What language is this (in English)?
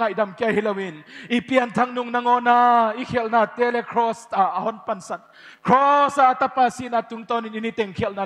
Paite Chin